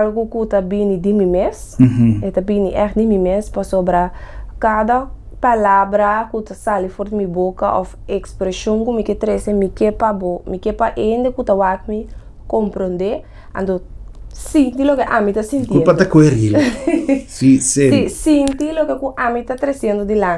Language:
Papiamento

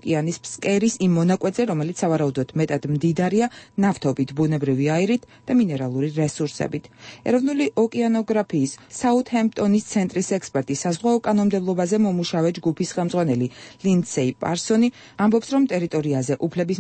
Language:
Georgian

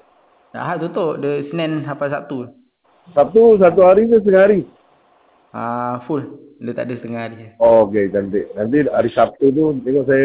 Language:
Malay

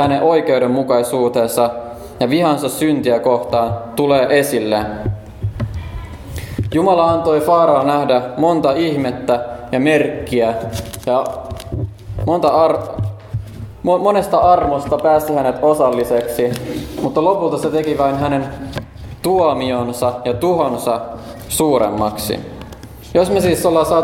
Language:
Finnish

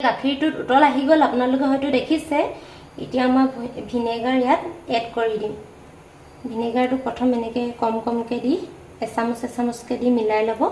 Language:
Assamese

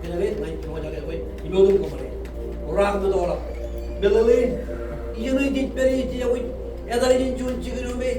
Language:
Marshallese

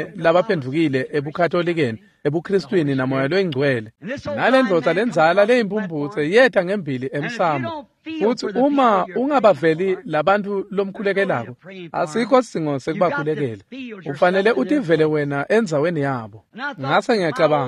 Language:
Swati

